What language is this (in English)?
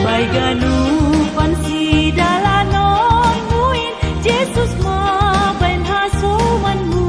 Batak Simalungun